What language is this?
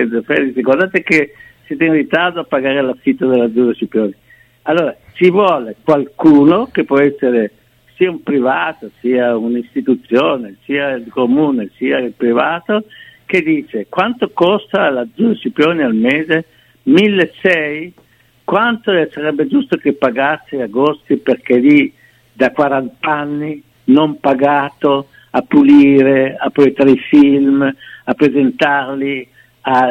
Italian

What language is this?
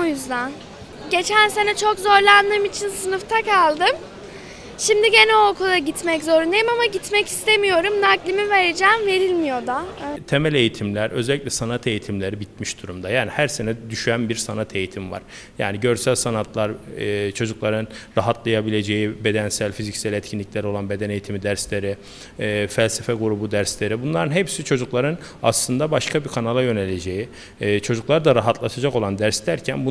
Turkish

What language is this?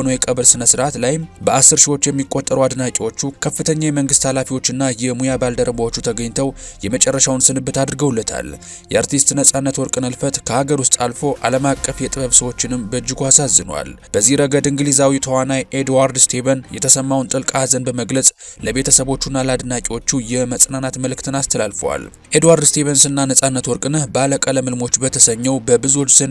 Amharic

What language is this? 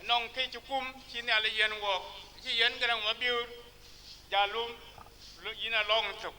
Dinka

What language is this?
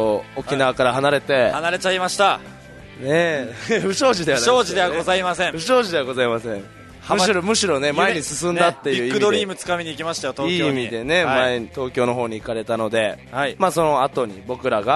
Japanese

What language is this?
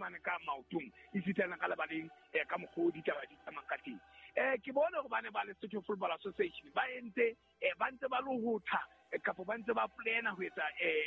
Southern Sotho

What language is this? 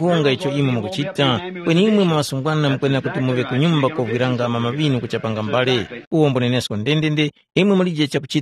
Tumbuka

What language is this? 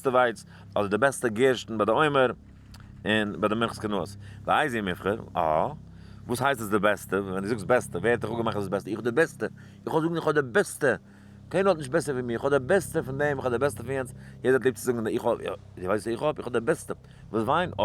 Yiddish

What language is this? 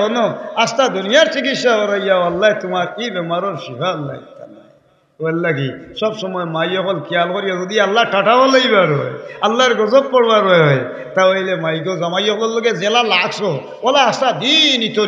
Sylheti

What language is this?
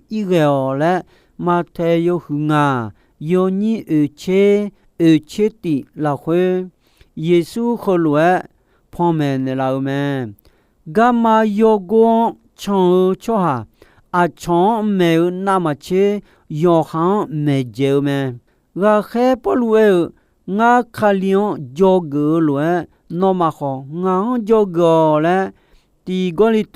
Akha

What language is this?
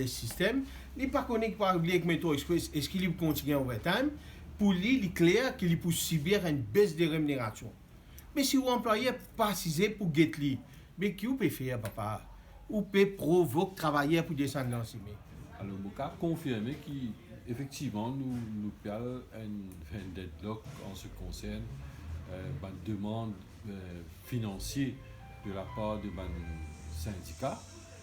Morisyen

